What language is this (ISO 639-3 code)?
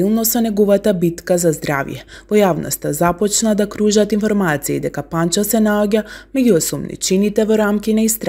mkd